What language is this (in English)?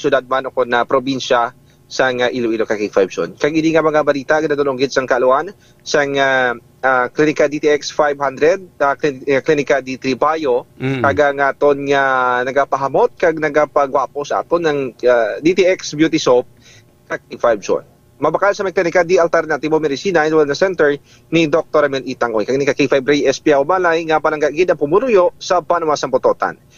Hiligaynon